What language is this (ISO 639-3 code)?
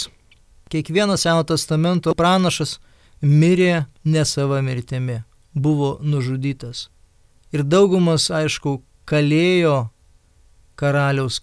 lit